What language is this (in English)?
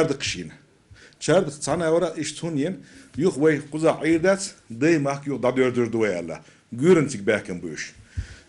Chechen